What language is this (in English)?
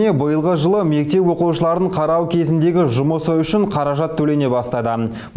Kazakh